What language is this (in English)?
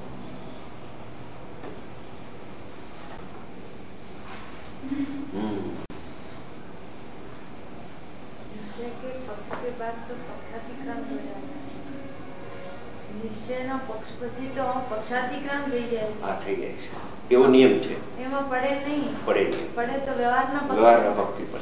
Gujarati